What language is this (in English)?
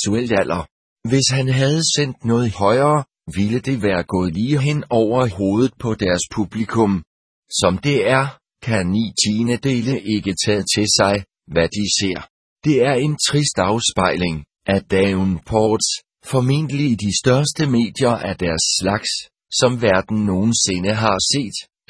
Danish